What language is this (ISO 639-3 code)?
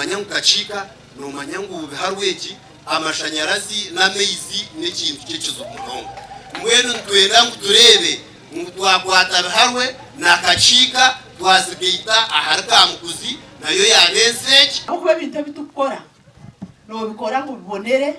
nyn